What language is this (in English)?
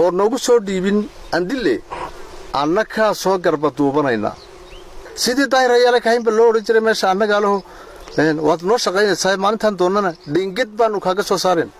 Somali